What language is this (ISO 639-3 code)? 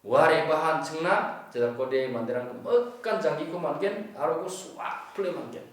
grt